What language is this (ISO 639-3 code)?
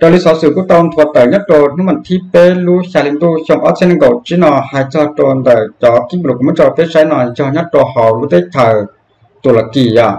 hmn